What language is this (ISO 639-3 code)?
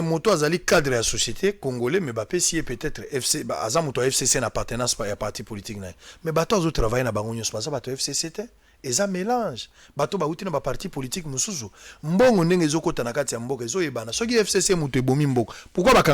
lin